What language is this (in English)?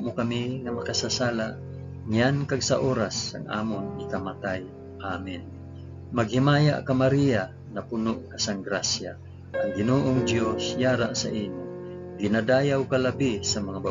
Hiligaynon